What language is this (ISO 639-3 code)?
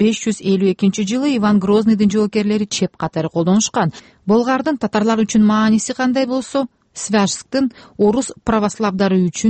kir